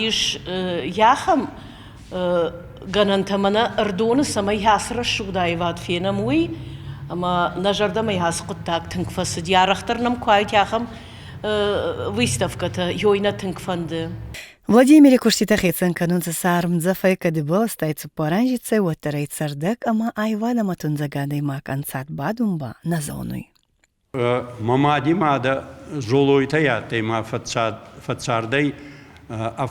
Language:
Ossetic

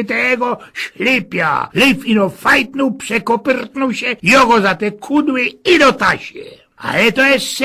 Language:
Silesian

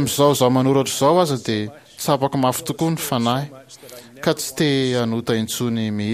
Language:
Malagasy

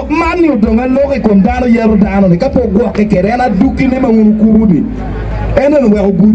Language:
Acoli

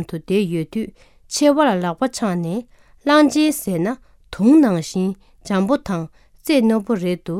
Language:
Tibetan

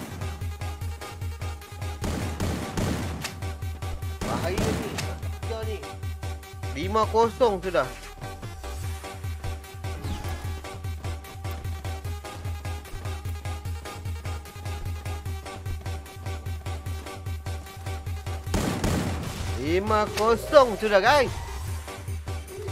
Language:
Malay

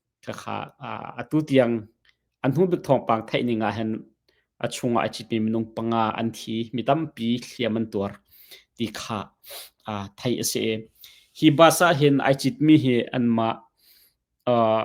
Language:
Hakha Chin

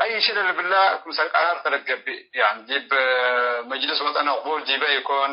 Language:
Tigre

